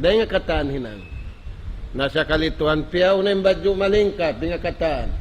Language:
Tausug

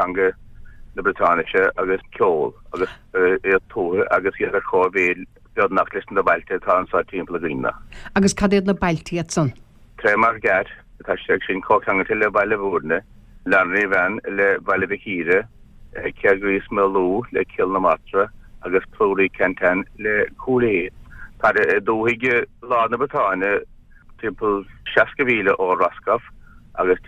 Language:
Irish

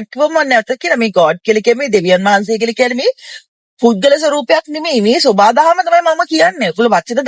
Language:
Sinhala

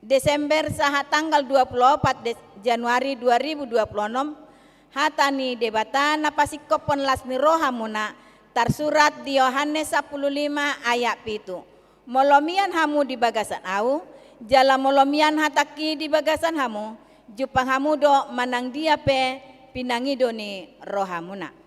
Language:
Batak Toba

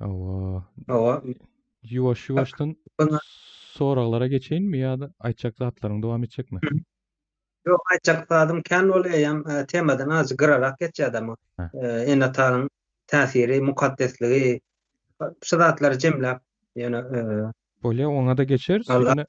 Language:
Turkmen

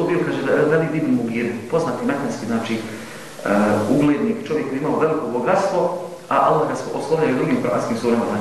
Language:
Bosnian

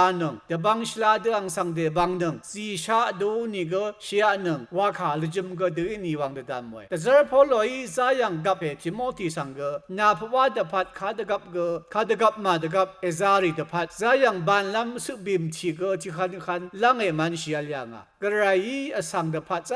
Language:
Rawang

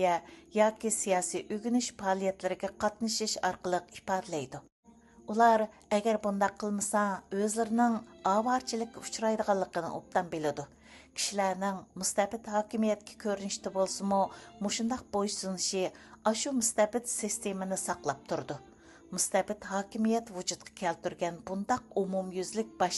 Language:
Uyghur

